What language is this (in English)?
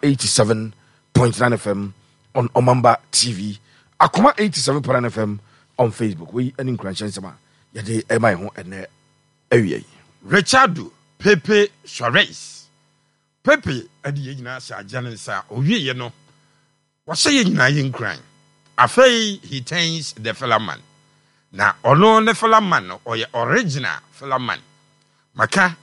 Akan